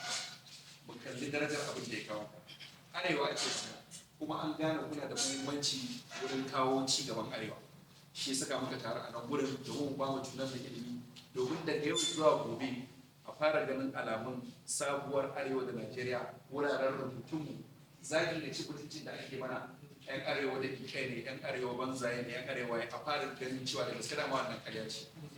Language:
Hausa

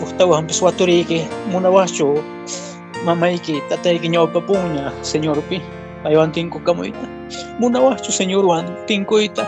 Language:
Quechua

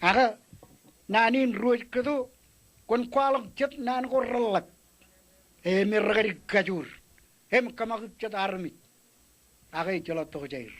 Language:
Marshallese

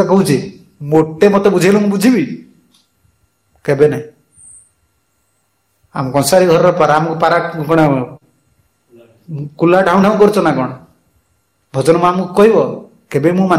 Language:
Odia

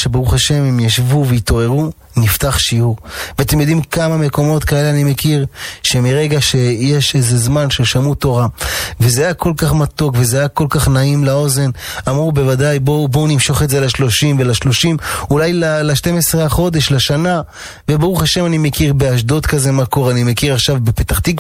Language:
Hebrew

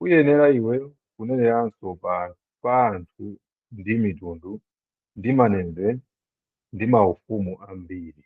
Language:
Nyanja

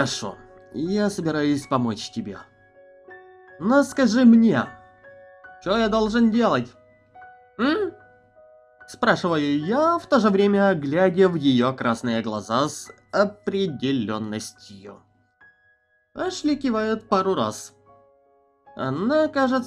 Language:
Russian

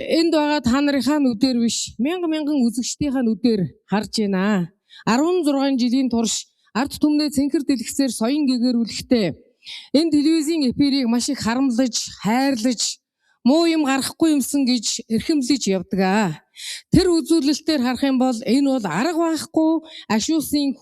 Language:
Mongolian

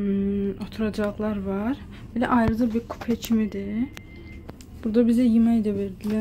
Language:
Azerbaijani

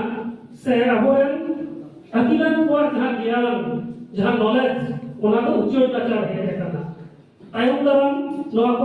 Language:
Santali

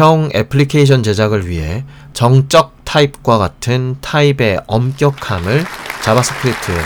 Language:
Korean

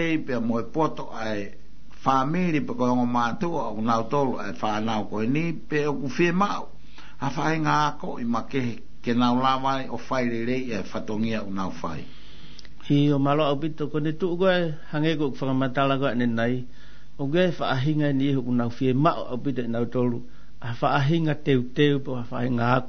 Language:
Tongan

